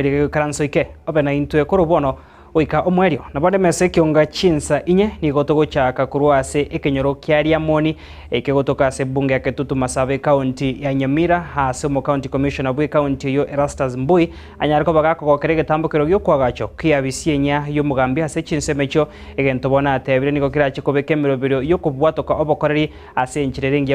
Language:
Gusii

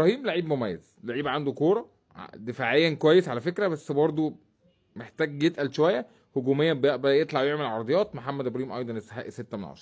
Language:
Egyptian Arabic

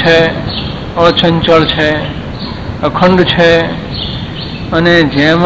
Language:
Gujarati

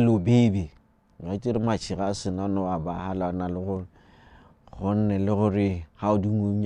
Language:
Tswana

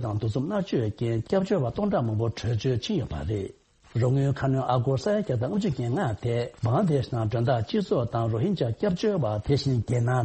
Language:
Tibetan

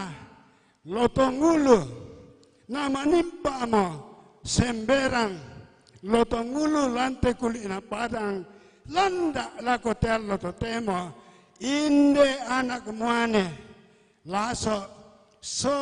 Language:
Toraja-Sa'dan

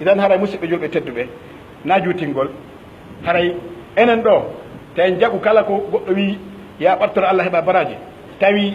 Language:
Pular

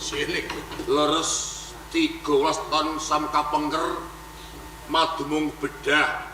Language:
Javanese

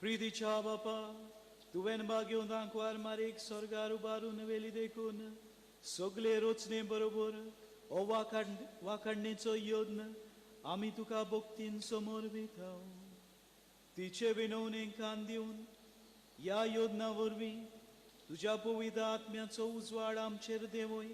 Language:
Konkani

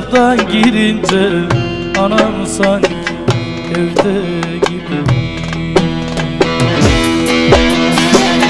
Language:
Turkish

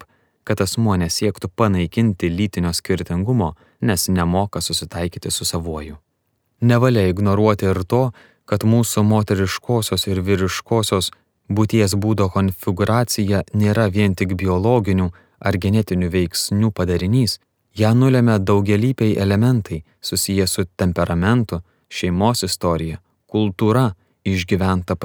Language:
Lithuanian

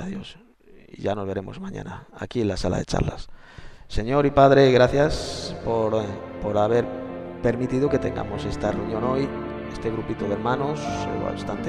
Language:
Spanish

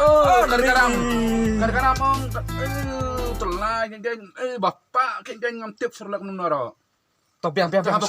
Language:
Khasi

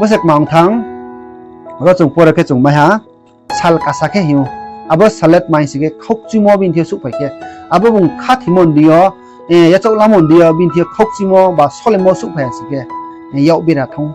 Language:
Riang (India)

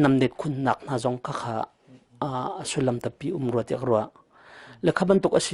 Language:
Hakha Chin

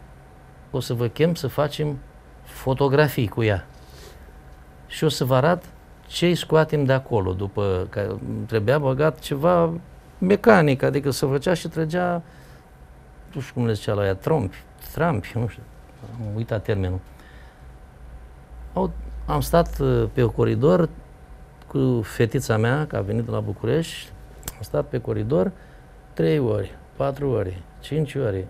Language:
Romanian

